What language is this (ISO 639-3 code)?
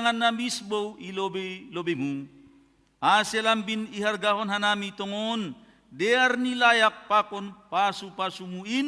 bts